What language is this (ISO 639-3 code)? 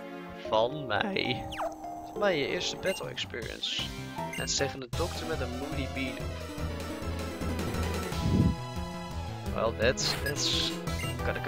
nld